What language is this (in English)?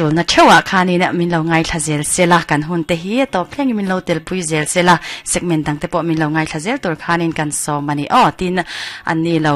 Mizo